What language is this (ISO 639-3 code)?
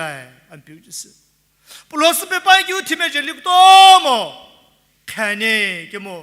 nsm